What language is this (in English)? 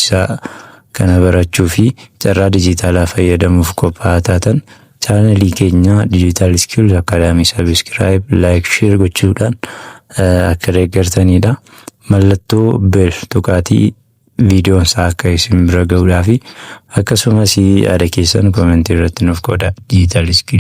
Oromo